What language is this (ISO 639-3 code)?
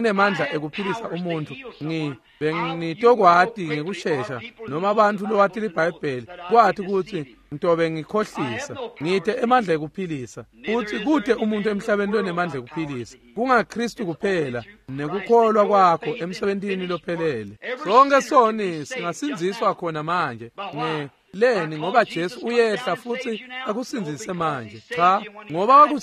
ssw